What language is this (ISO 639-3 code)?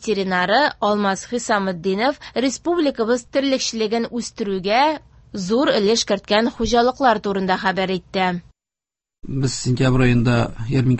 tat